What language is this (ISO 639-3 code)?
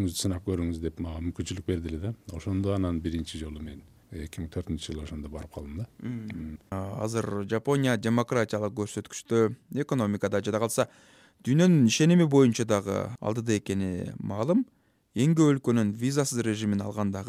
kir